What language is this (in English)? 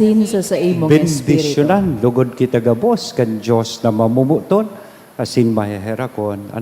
Bikol